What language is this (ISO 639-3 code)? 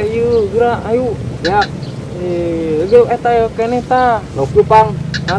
sun